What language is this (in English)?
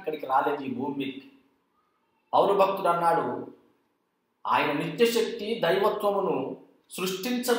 Telugu